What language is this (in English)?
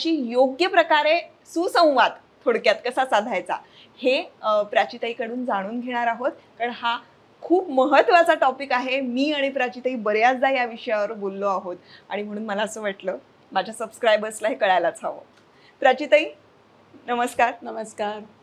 Marathi